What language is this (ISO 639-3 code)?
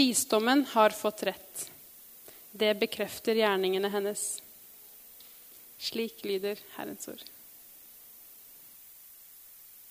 nor